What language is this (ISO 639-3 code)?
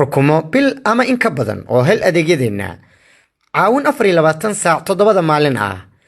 som